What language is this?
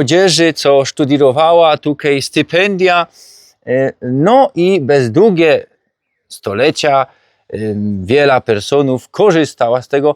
Silesian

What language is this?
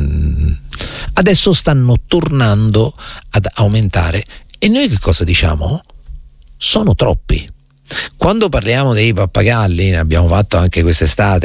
Italian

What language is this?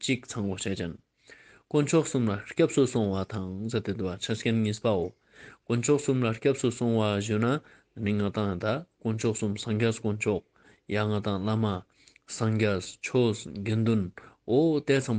Ladakhi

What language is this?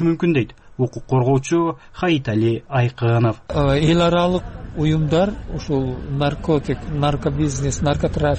Kyrgyz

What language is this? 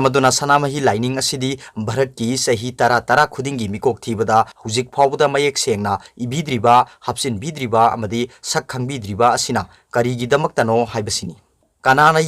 Manipuri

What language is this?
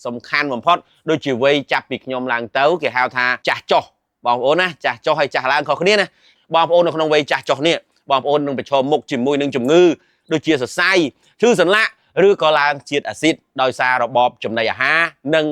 Khmer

